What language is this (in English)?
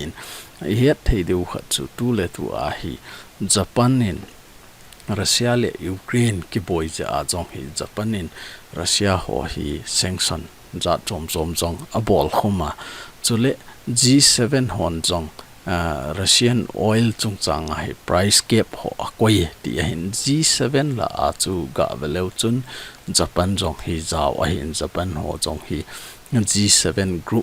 Thado Chin